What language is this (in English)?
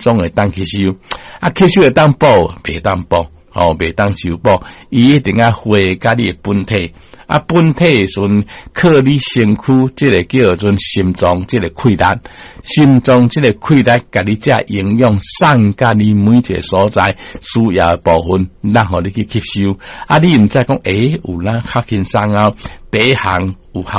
Min Nan Chinese